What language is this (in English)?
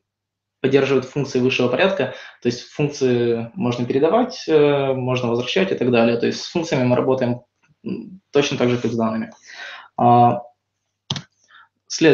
Russian